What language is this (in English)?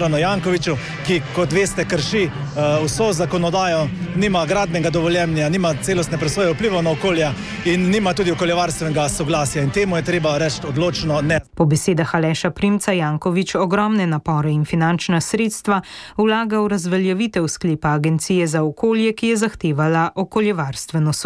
Slovenian